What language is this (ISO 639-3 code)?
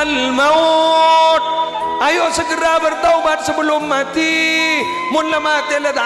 mad